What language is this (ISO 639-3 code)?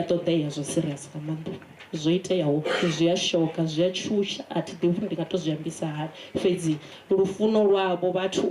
ven